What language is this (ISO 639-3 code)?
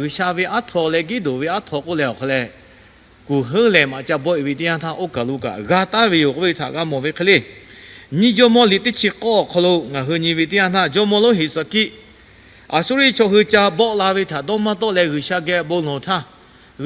lhu